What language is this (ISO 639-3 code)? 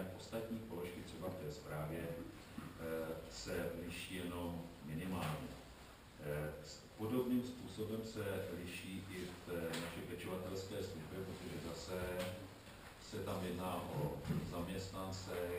ces